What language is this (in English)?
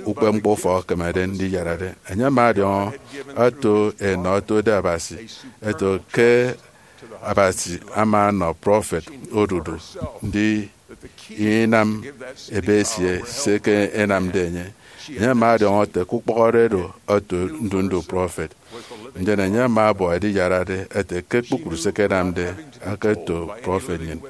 Efik